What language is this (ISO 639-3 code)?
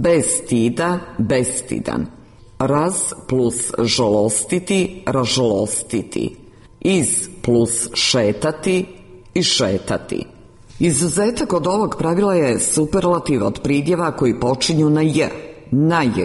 hrv